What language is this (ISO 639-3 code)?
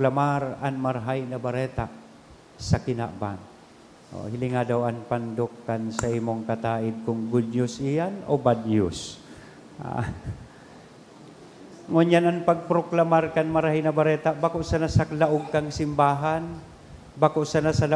bik